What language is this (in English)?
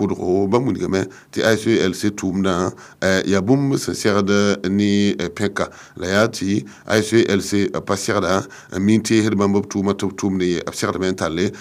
Mossi